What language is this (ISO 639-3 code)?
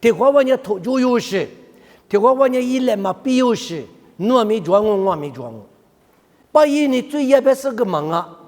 lis